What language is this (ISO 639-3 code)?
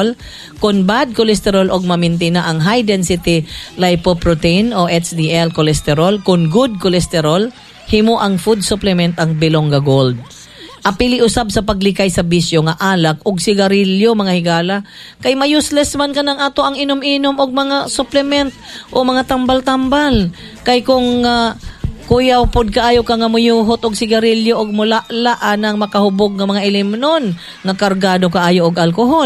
ceb